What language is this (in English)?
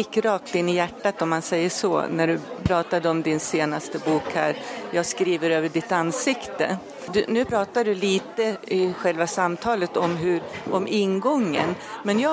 Swedish